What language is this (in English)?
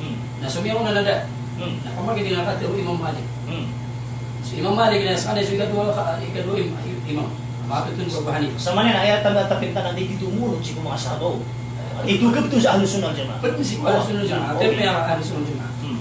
Maranao